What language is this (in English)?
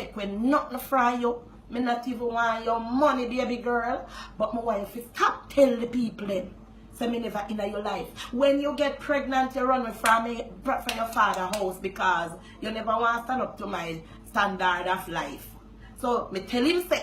Jamaican Creole English